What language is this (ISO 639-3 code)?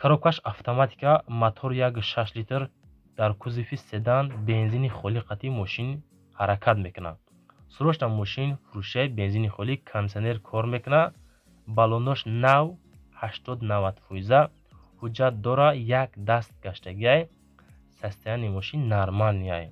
tgk